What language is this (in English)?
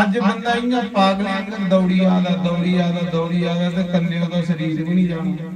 Dogri